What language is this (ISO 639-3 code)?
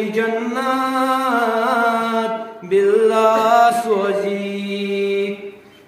kas